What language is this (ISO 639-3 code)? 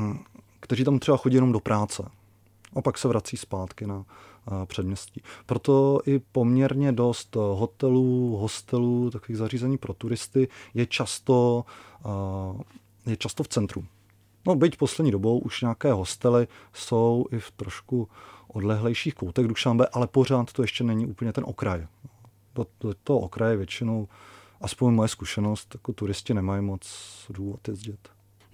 ces